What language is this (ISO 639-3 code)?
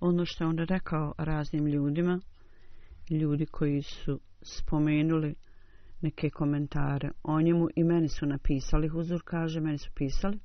bos